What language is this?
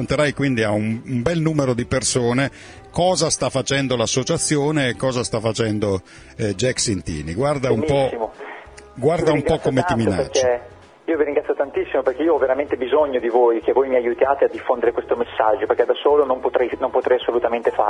Italian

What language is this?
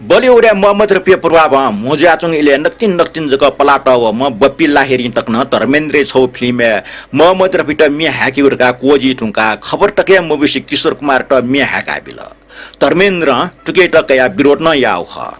Newari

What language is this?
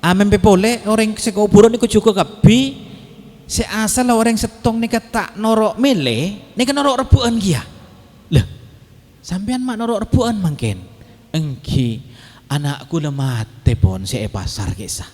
Madurese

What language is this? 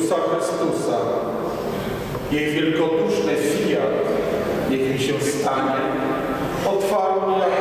Polish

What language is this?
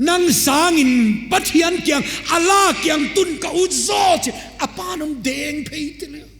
Paite Chin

